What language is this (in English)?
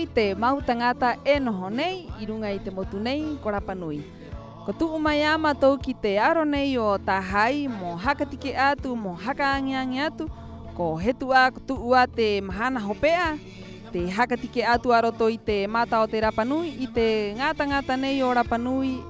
Rapanui